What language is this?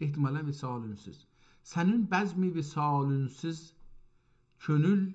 South Azerbaijani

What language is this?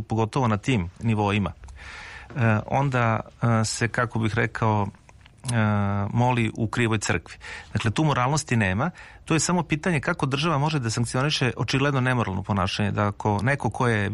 Serbian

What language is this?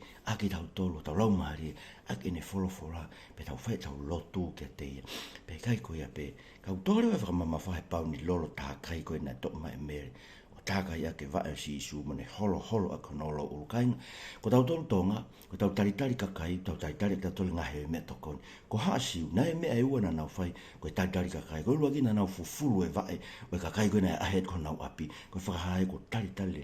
Tongan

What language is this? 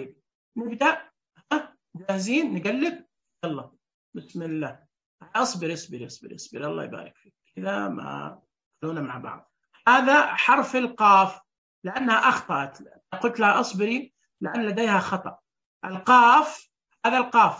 Najdi Arabic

